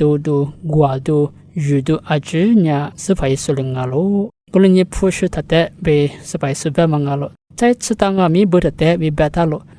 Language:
Lisu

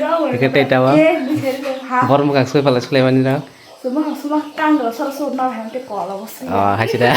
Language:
Kok Borok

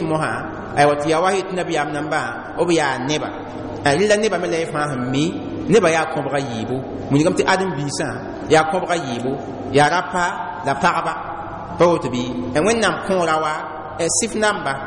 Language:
Mossi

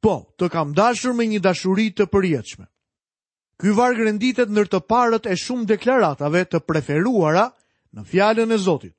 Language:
Albanian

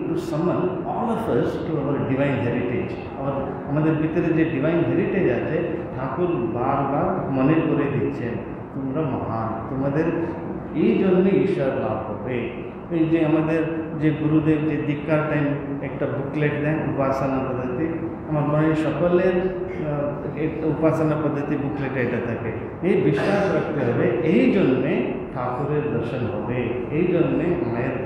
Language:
Bangla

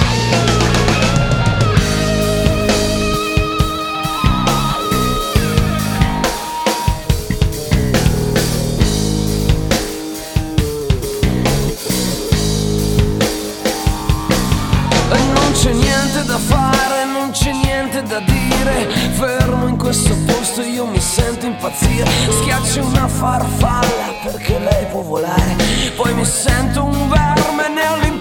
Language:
Italian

